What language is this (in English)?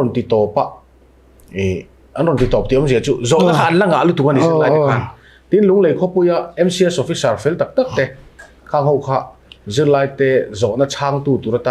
Mizo